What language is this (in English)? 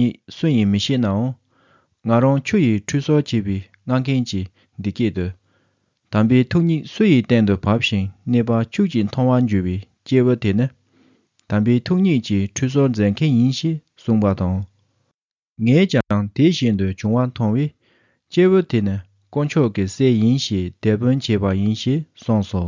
Tibetan